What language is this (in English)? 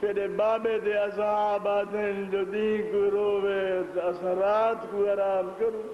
Saraiki